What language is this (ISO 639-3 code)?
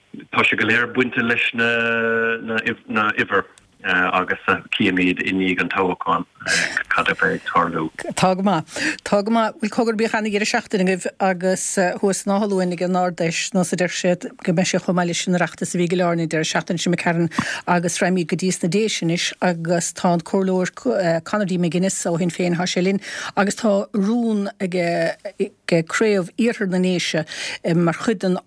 gle